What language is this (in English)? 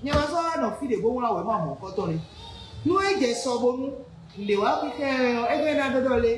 Fon